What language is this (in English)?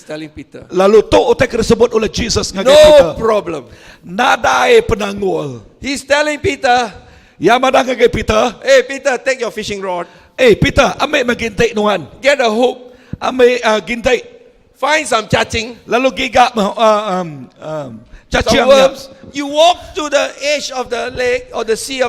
Iban